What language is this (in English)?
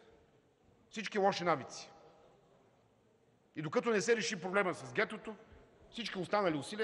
Bulgarian